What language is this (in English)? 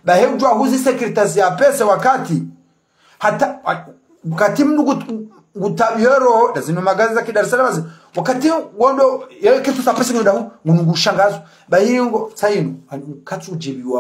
Ngazidja Comorian